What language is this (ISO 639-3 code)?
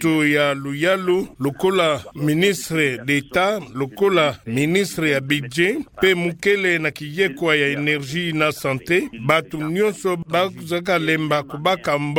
ktu